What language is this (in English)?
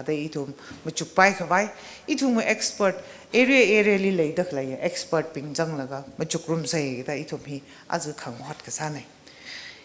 Tangkhul Naga (India)